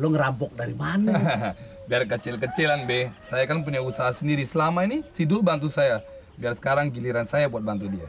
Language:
Betawi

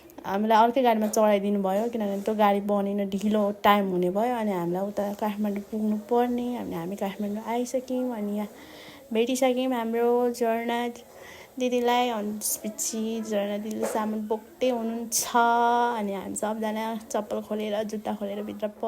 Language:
Nepali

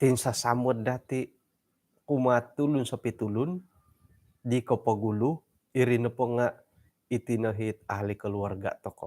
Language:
Central Dusun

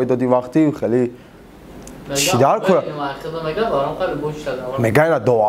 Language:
Tajik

